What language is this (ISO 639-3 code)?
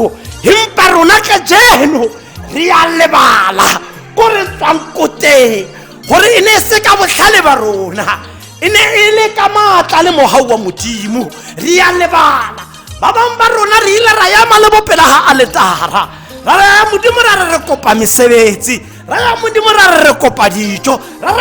tsn